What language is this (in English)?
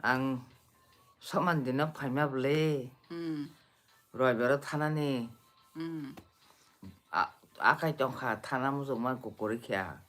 Kok Borok